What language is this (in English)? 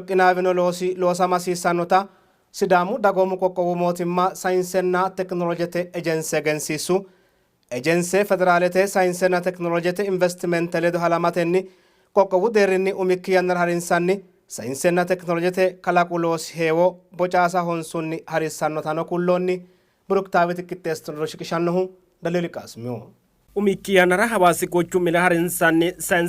Sidamo